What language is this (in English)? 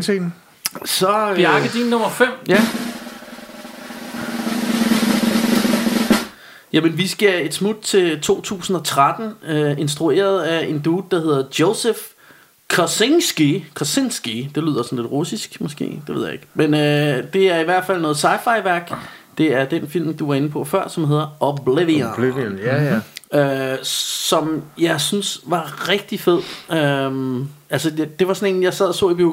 Danish